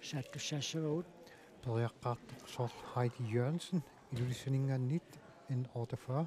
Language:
Kalaallisut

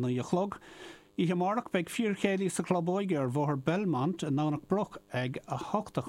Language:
Irish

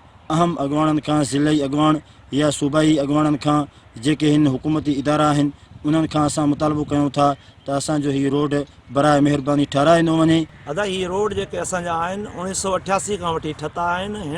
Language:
Sindhi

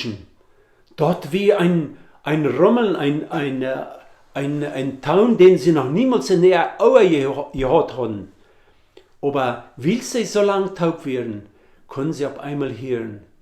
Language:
Plautdietsch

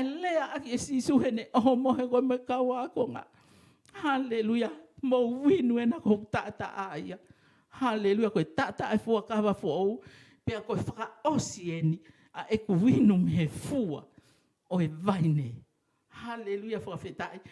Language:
Tongan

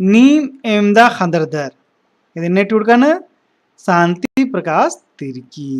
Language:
Kurukh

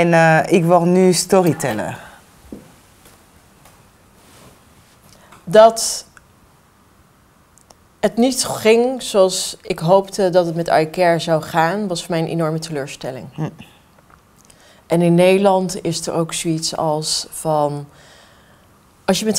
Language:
Dutch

